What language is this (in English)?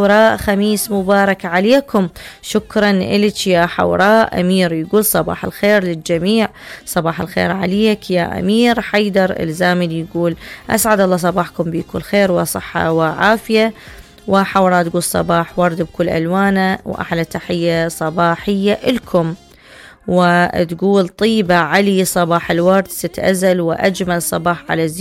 Mesopotamian Arabic